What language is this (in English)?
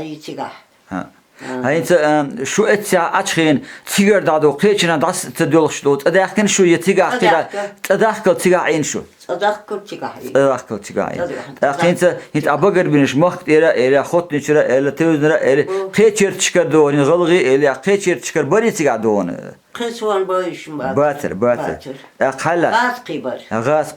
Chechen